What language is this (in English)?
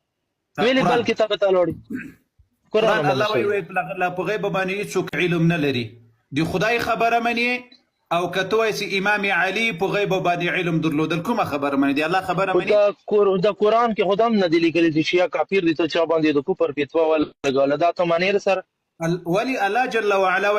Pashto